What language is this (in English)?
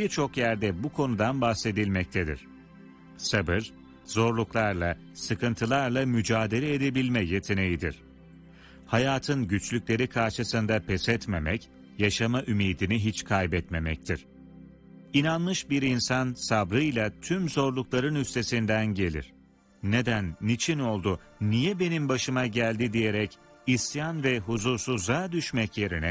Turkish